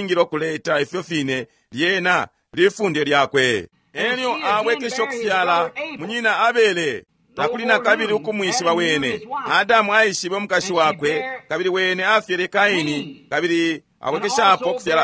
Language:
Bemba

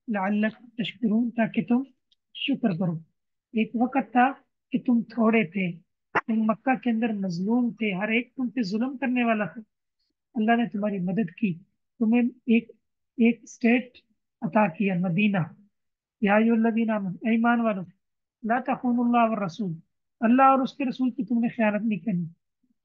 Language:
Urdu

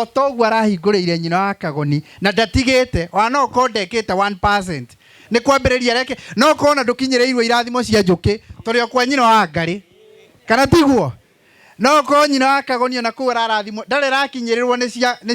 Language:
Kikuyu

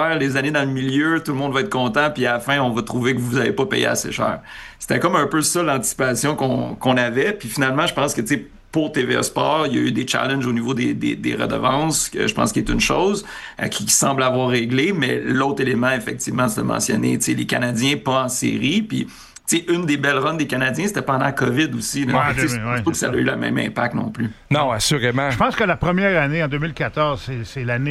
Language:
French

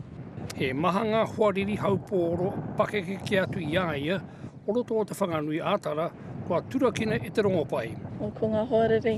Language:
Māori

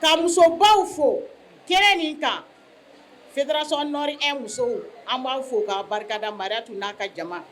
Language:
Bambara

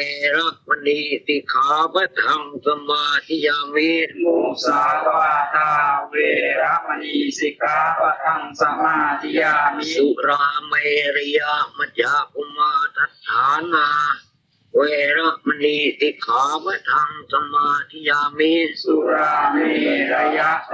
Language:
Pali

